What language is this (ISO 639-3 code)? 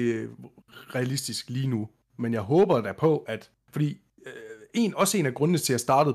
dan